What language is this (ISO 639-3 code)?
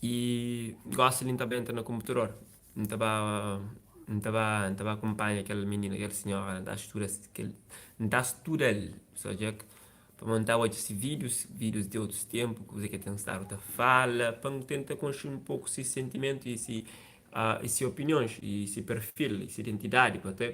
kea